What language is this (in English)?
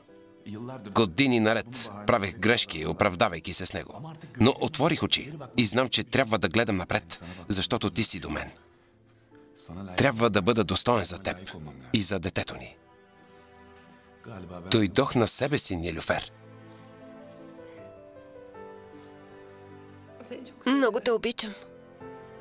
Bulgarian